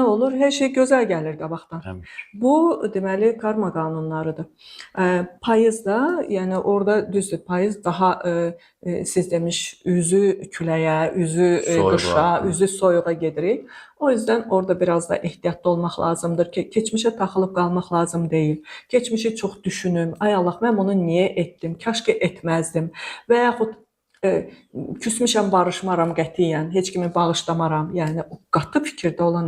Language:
Azerbaijani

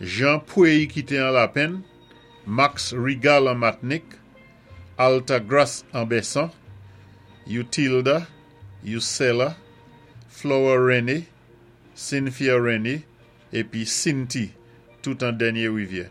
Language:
Saint Lucian Creole French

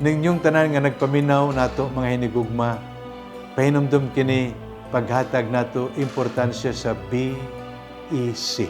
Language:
Cebuano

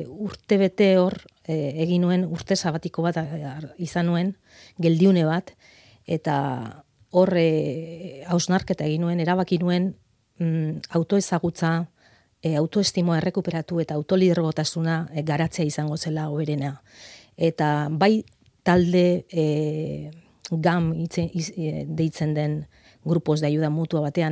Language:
Basque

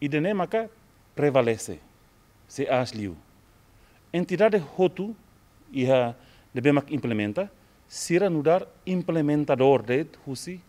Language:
Tetum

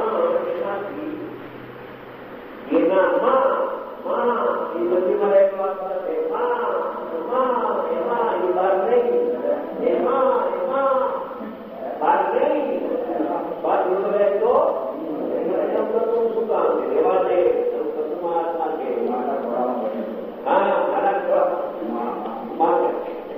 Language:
Gujarati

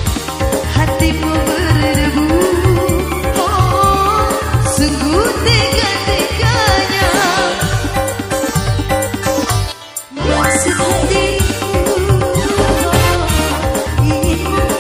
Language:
Indonesian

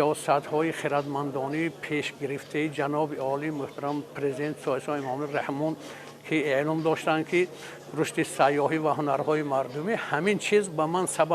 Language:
Tajik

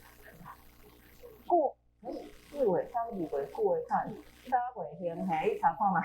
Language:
Min Nan Chinese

